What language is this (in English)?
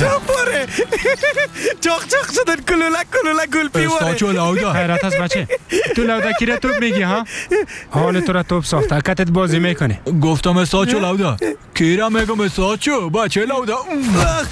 Persian